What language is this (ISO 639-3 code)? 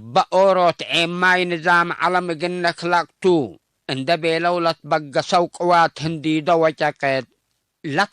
tig